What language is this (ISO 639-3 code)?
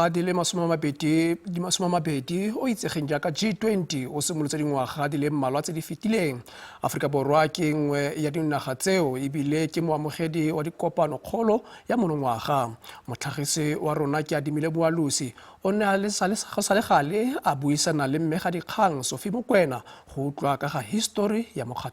tsn